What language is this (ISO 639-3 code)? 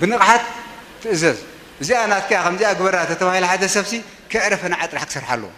tir